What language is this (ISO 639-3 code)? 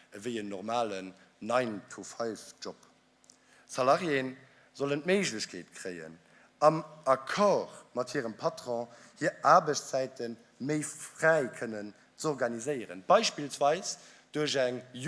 ltz